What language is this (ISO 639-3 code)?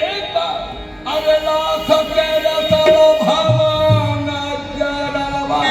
hne